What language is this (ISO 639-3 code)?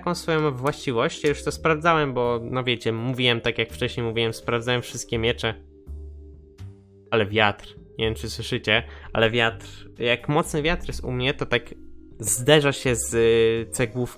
pol